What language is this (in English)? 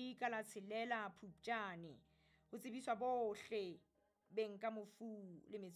Southern Sotho